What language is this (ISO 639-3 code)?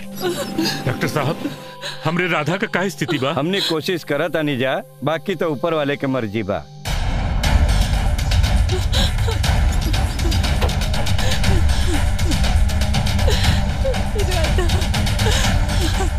bho